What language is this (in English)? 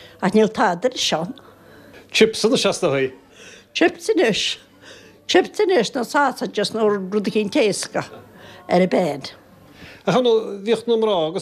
Irish